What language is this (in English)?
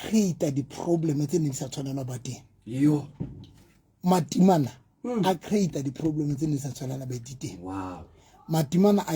Southern Sotho